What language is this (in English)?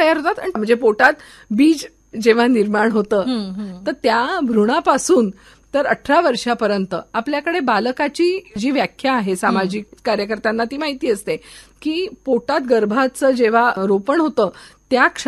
Marathi